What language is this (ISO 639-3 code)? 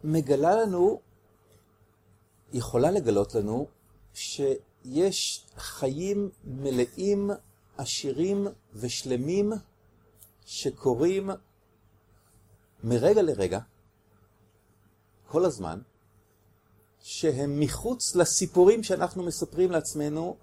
heb